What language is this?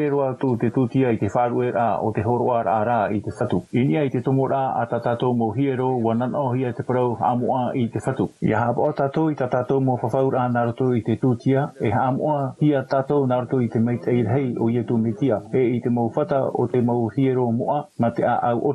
Tahitian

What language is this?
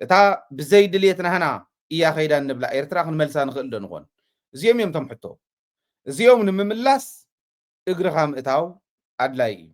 Tigrinya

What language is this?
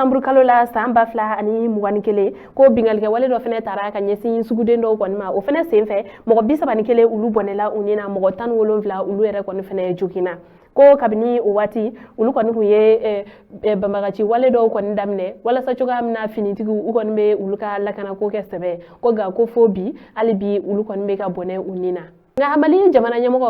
Bambara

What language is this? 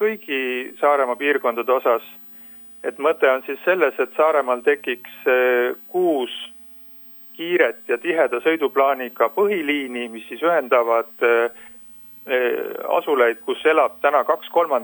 Estonian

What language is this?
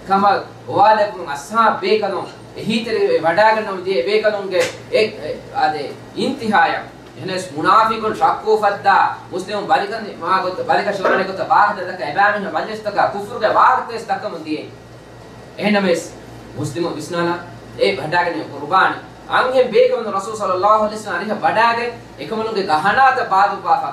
Divehi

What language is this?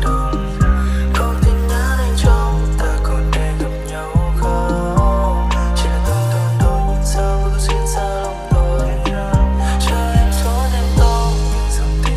Vietnamese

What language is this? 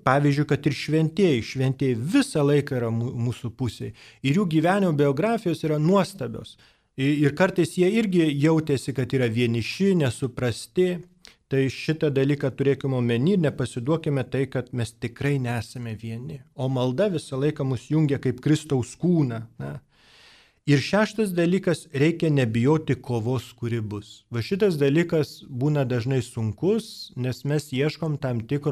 Lithuanian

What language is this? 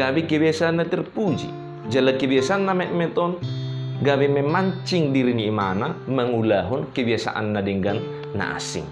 Batak Toba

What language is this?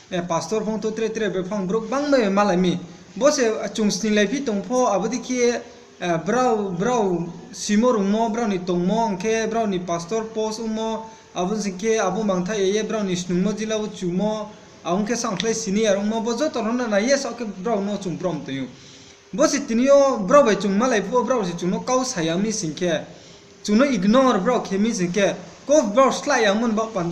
Riang (India)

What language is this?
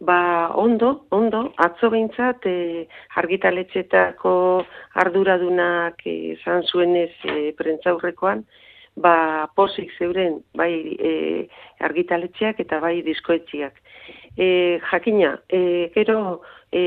Basque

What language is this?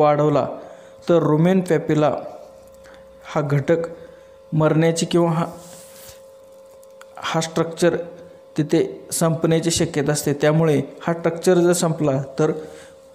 Marathi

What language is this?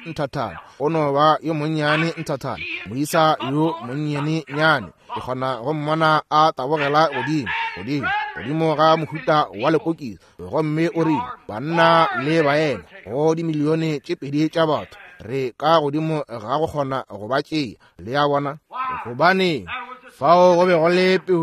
Northern Sotho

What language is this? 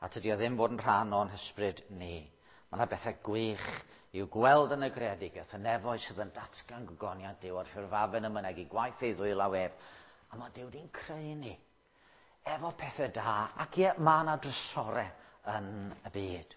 Welsh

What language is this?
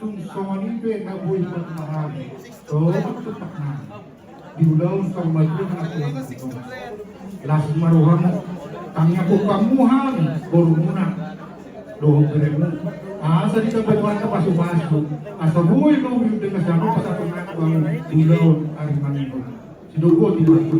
Batak Toba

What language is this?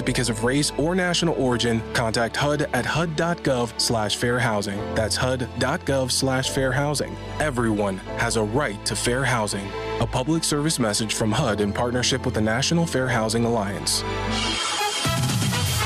English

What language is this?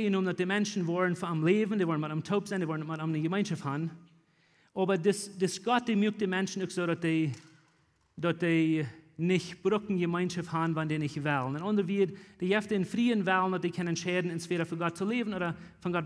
Plautdietsch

